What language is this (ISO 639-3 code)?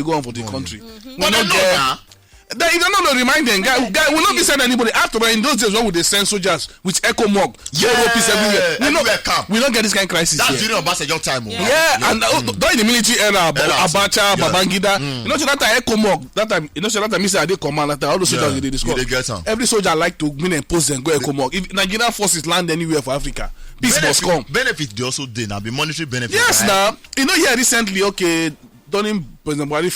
pcm